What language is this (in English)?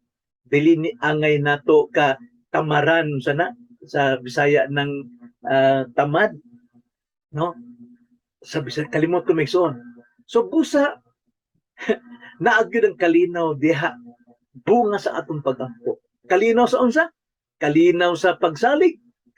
Cebuano